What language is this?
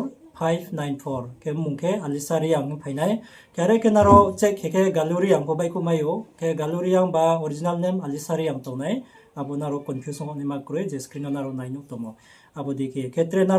Riang (India)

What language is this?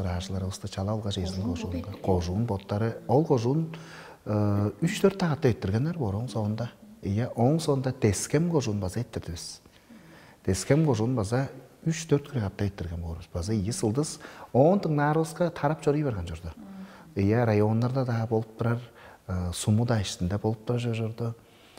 Tuvinian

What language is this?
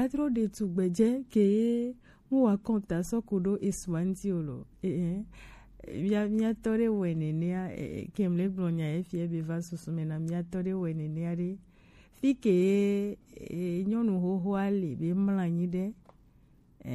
Gen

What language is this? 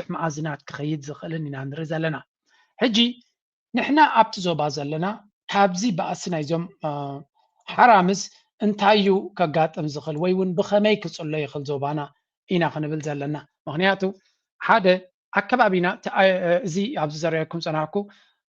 Tigrinya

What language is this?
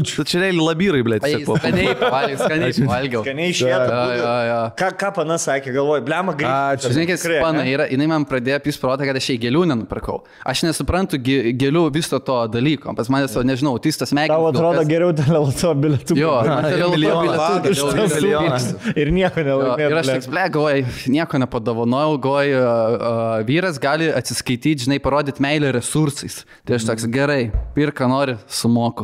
Lithuanian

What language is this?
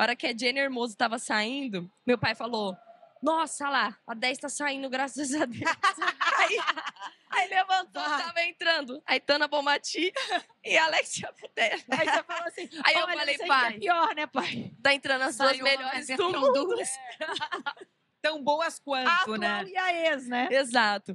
Portuguese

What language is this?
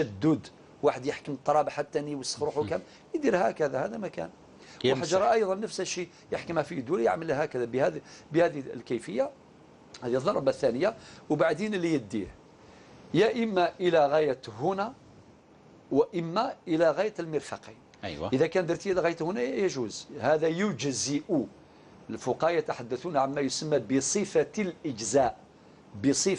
Algerian Arabic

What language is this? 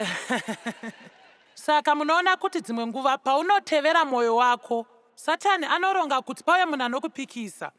Shona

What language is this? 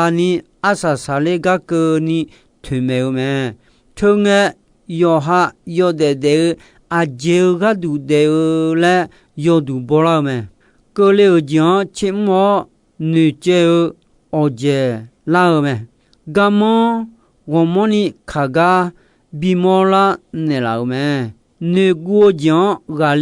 Akha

